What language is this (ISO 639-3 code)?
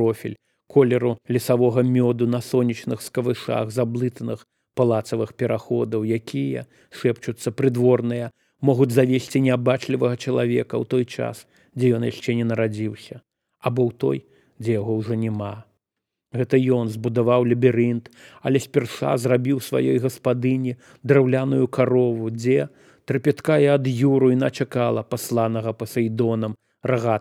bel